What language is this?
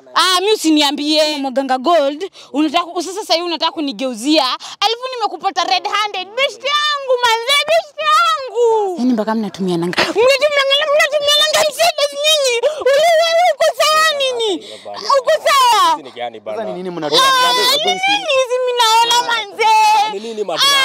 Swahili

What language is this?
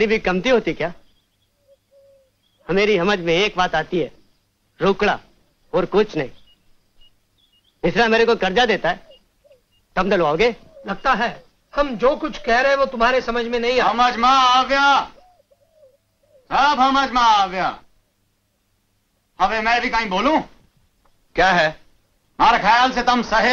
Hindi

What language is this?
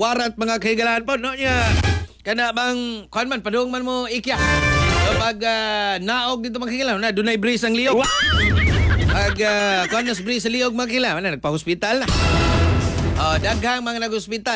Cebuano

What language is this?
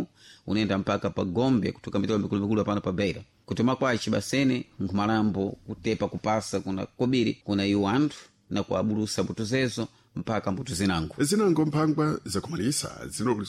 Sena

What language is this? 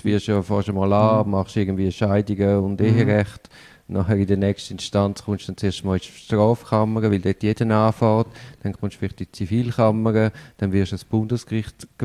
German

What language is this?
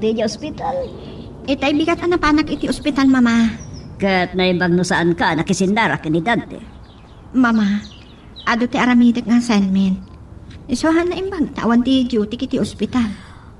Iloko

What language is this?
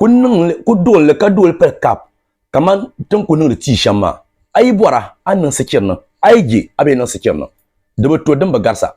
Dagbani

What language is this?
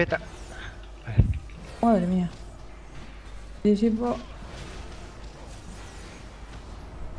Spanish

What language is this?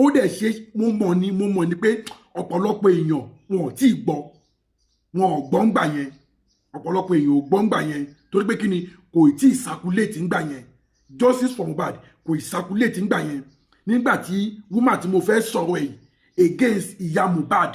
Yoruba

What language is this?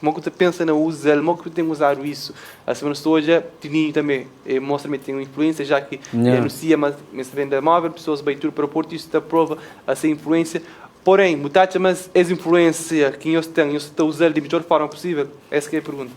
Kabuverdianu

